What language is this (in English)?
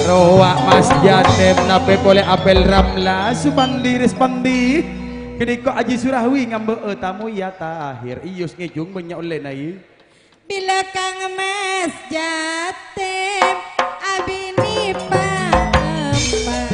Madurese